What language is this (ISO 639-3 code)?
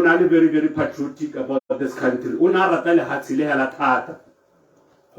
tsn